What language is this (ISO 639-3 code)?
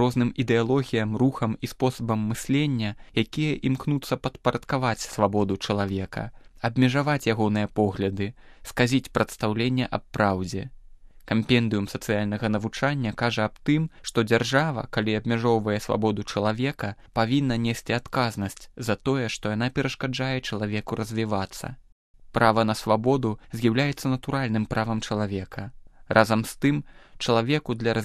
bel